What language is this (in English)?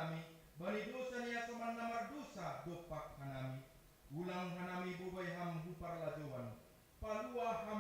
Batak Simalungun